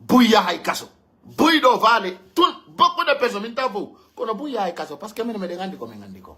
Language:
Pular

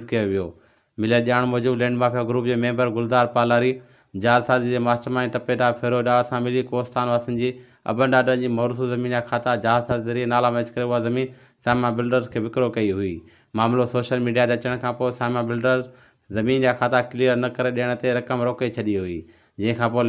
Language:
Sindhi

